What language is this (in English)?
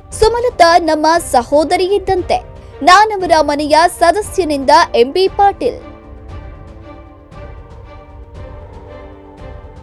Kannada